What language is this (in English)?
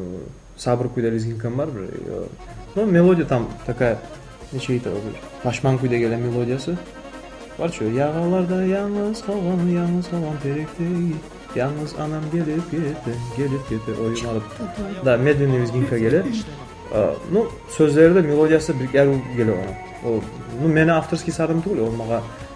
Kumyk